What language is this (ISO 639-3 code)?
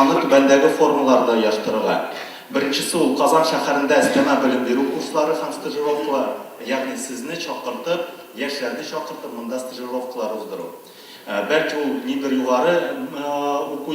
tat